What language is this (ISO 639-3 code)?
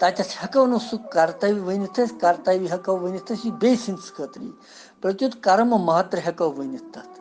kas